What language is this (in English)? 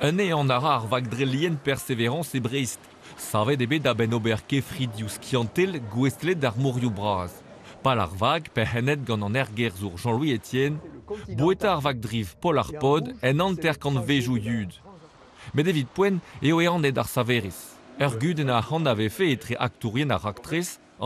Breton